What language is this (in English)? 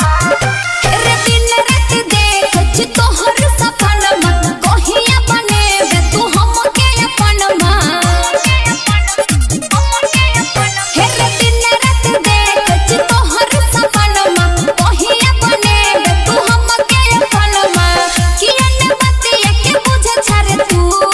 Bhojpuri